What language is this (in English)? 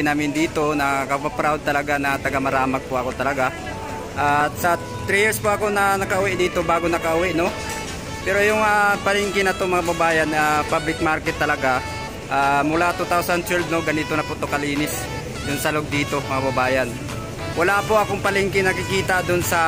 Filipino